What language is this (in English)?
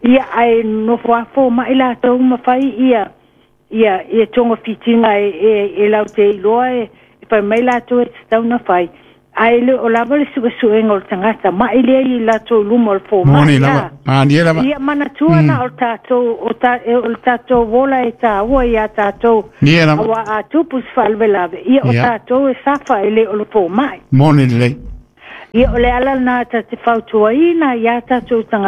Samoan